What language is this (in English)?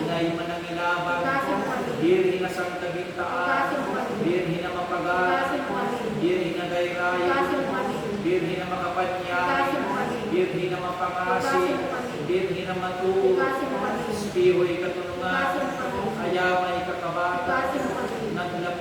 Pangasinan